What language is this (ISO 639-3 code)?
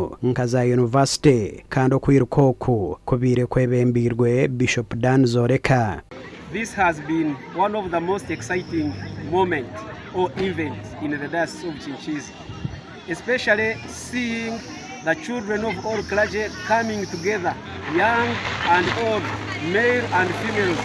nyn